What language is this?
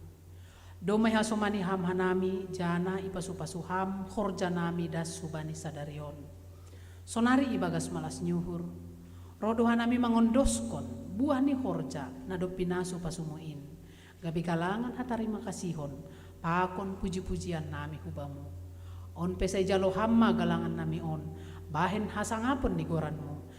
Batak Simalungun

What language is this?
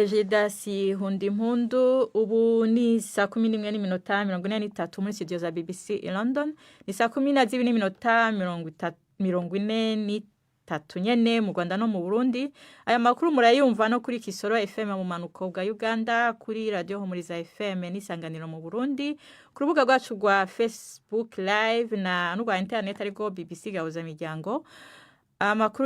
Rundi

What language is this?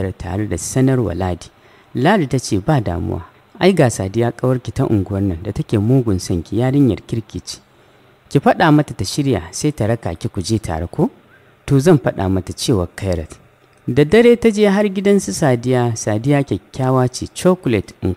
Hausa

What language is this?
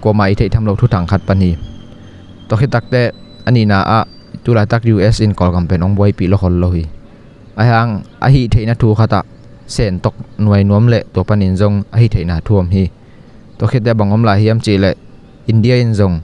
Tedim Chin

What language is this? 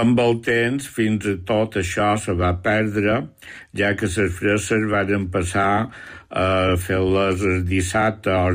Catalan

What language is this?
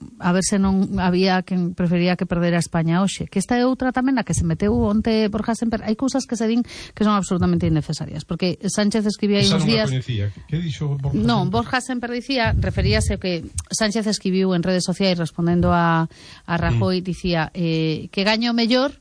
Galician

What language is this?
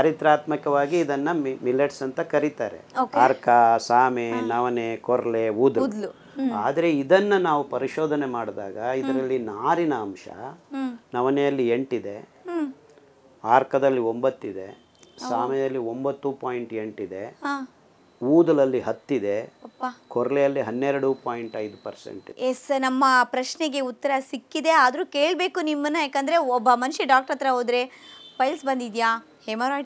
Kannada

